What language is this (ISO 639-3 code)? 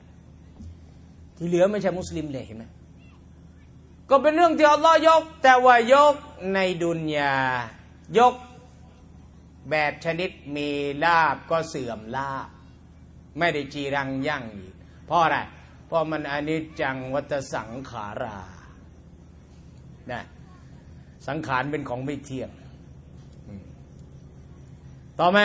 tha